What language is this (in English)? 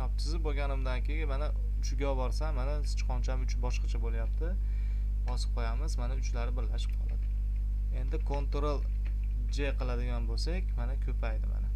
Uzbek